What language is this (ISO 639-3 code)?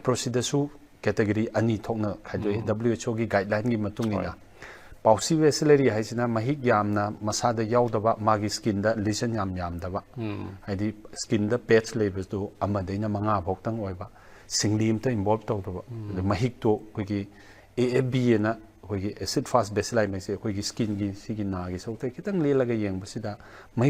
mni